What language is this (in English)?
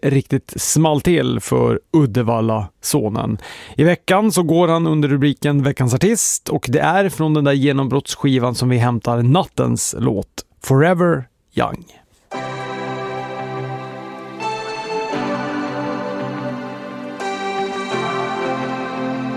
Swedish